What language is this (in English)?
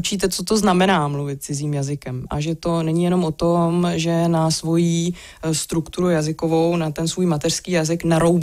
Czech